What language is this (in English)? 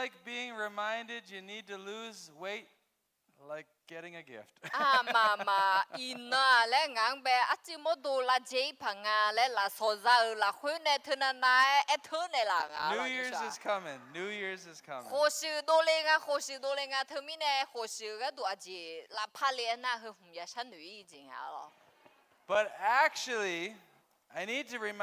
Akha